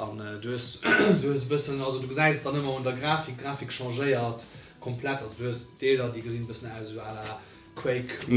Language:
Luxembourgish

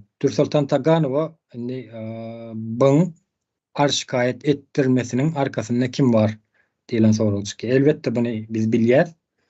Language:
Turkmen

